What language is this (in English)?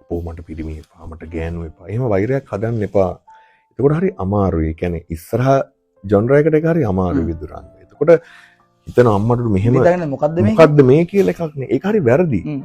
Sinhala